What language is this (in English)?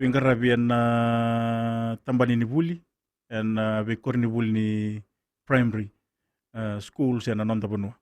Fijian